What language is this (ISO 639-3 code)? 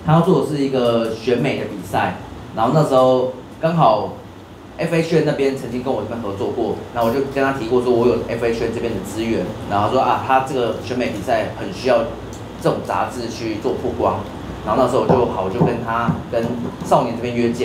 zho